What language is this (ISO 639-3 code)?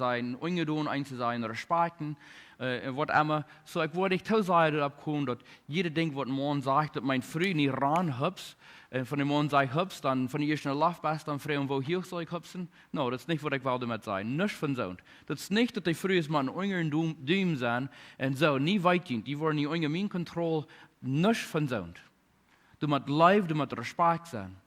pdt